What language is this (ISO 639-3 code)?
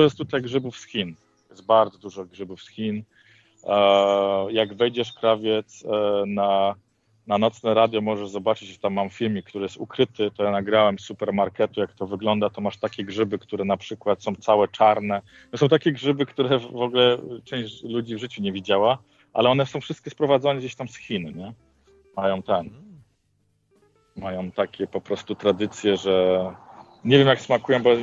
pol